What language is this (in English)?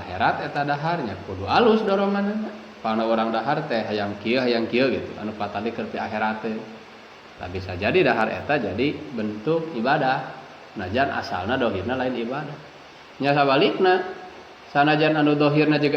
Sundanese